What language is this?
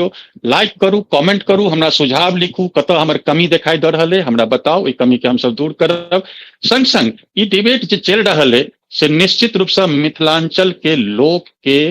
Maithili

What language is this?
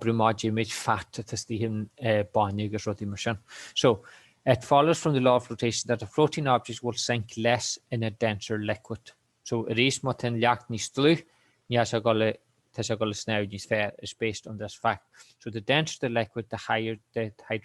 Irish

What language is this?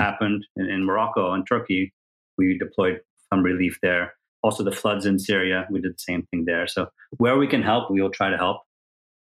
English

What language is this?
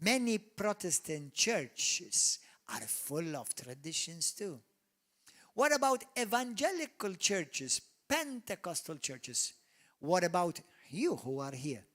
English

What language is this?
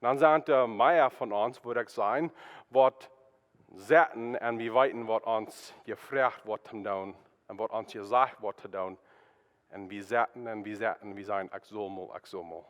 Plautdietsch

